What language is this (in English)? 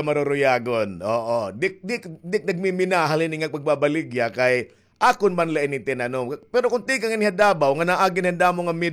Waray